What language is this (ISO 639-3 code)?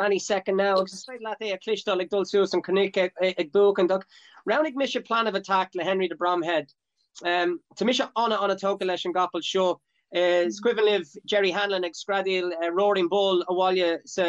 gle